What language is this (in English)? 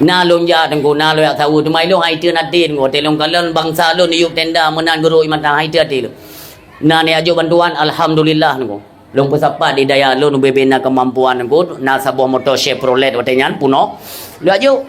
Achinese